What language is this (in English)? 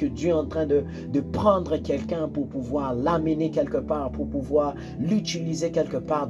French